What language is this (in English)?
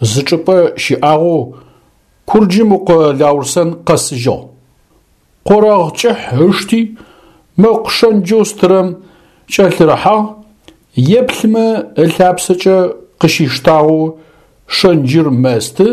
Adyghe